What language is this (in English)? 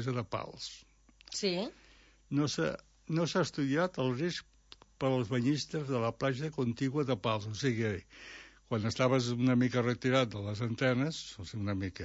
Catalan